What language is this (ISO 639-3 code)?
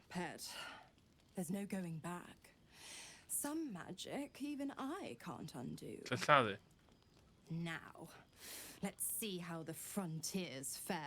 cym